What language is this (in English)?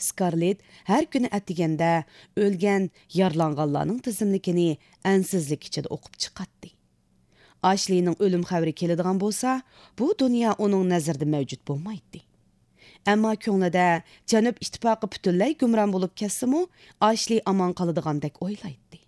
Uyghur